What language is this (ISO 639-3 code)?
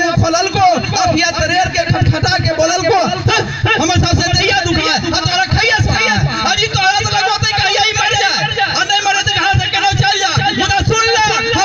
mag